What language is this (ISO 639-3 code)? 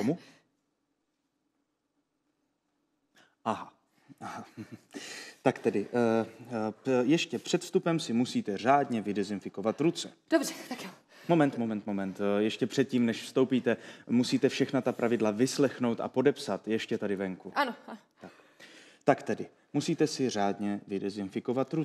ces